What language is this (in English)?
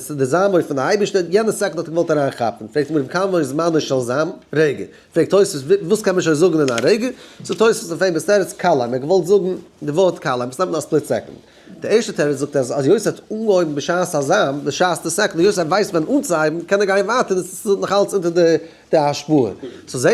Yiddish